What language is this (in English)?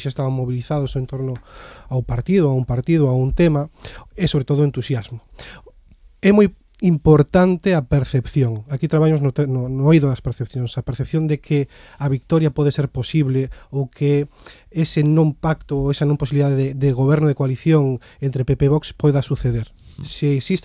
Galician